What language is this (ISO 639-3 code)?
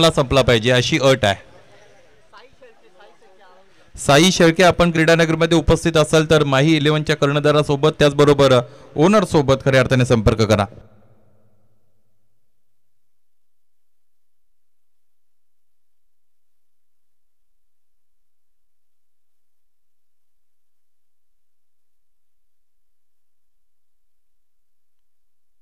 mar